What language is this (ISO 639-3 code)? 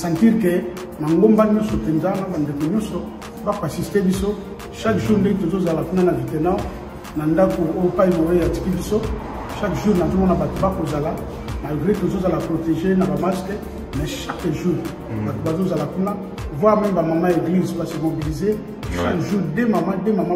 lin